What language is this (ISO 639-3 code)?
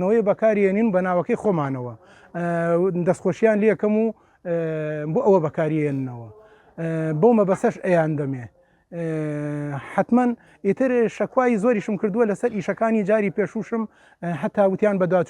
ckb